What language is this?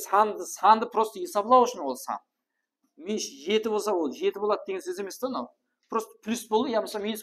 Kara-Kalpak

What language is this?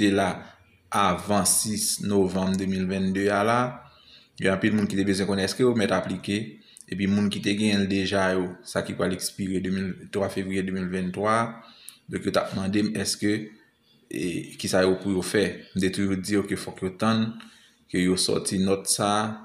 Haitian Creole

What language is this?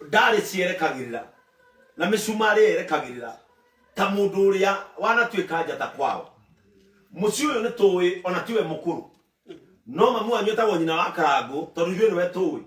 Kikuyu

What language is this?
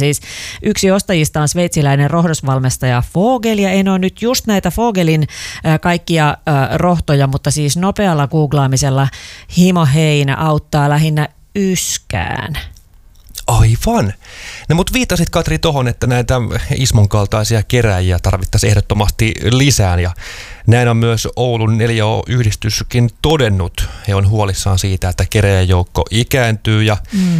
Finnish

